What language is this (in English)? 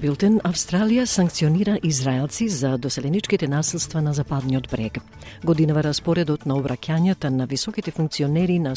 Macedonian